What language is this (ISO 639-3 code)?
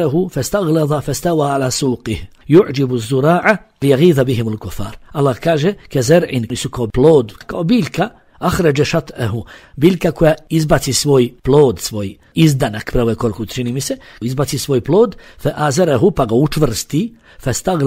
bos